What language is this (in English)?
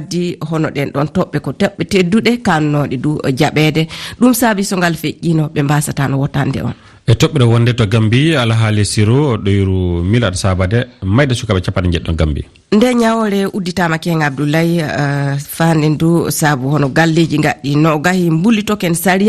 Fula